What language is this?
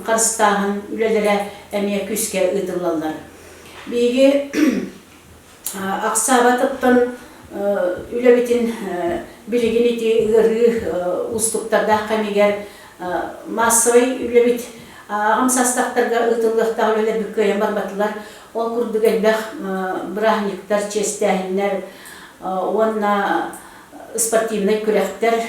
Yakut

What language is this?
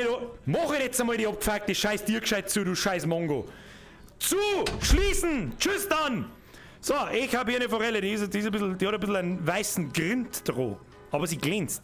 Bavarian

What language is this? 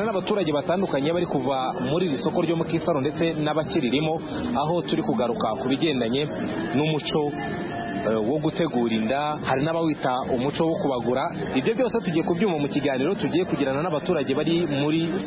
Kinyarwanda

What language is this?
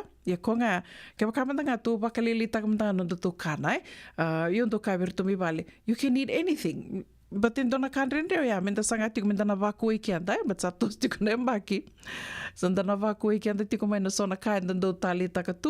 Fijian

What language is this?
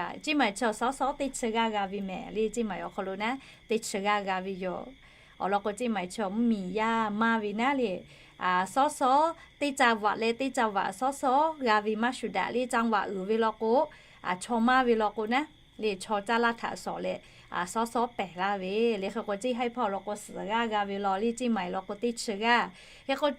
Lahu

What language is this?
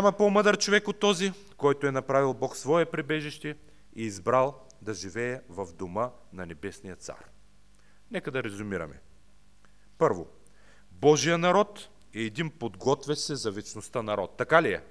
Bulgarian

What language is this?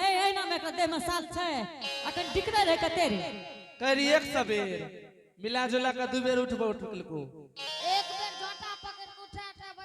Angika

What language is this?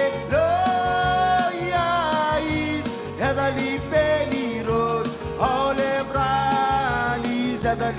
Marshallese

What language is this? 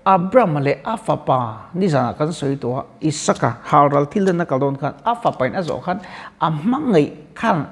Mizo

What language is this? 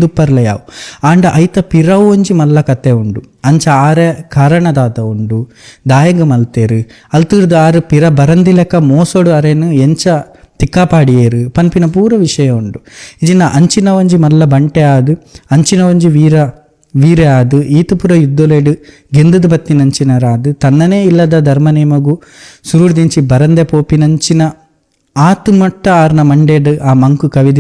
Tulu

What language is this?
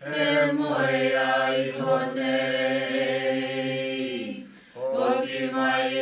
Māori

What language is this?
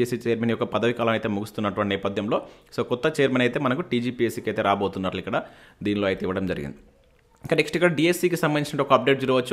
Telugu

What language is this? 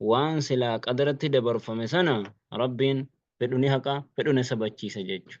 Oromo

